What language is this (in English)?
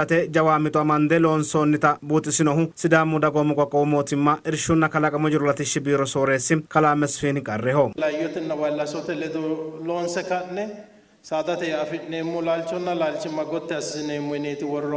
Sidamo